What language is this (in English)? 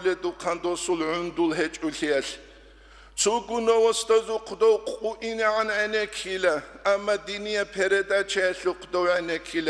Avaric